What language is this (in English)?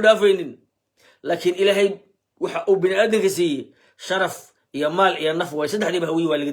Somali